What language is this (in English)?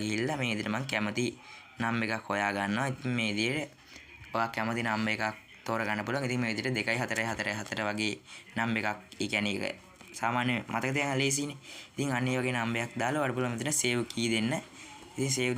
Sinhala